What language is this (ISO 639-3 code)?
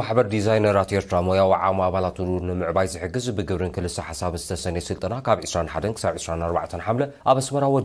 tir